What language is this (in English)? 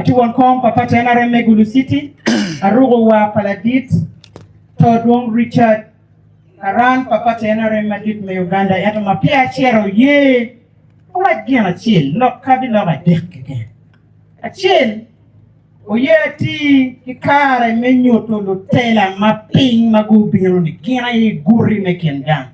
Acoli